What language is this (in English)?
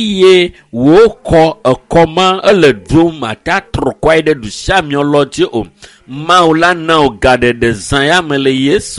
Ewe